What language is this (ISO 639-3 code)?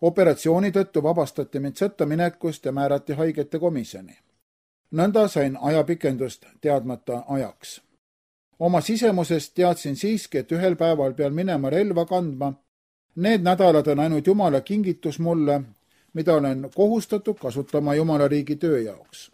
est